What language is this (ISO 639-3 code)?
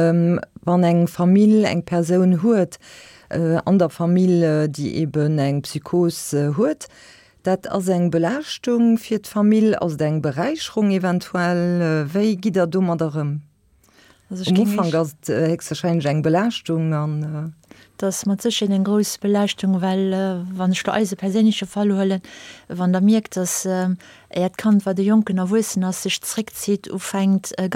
ltz